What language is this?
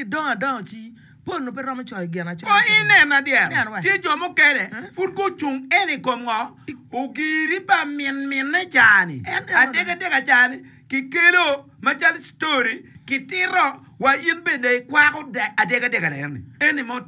Acoli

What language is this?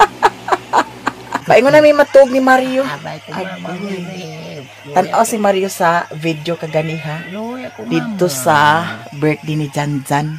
Cebuano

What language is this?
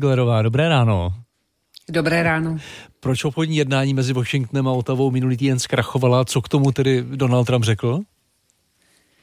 Czech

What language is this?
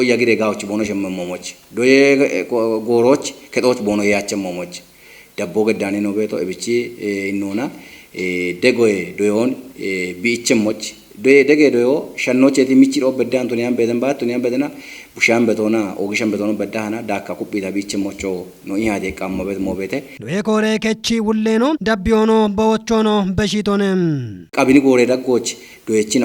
Kafa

